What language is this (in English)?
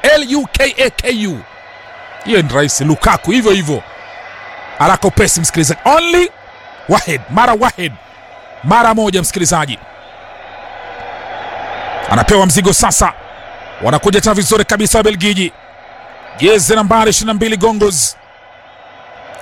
Swahili